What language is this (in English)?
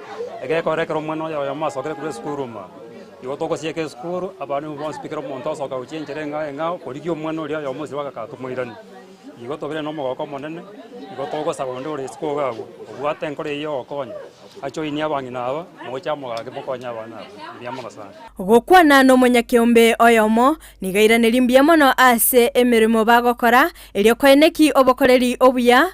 Gusii